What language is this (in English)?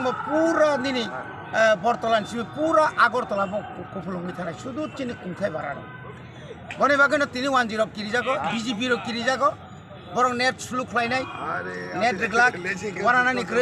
Kok Borok